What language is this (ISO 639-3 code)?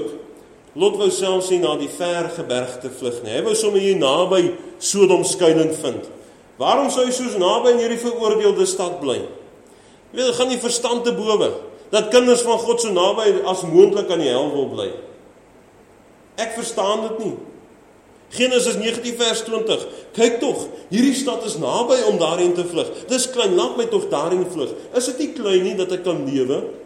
afr